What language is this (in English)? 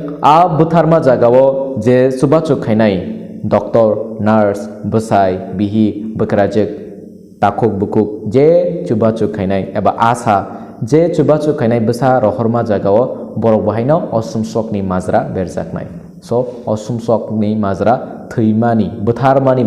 Kok Borok